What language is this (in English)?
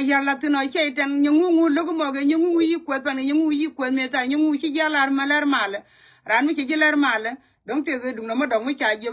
Nuer